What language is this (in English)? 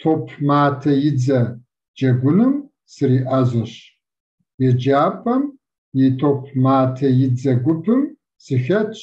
Kabardian